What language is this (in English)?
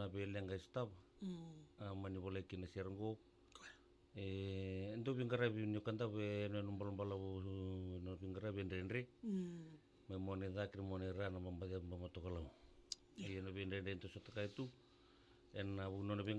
Fijian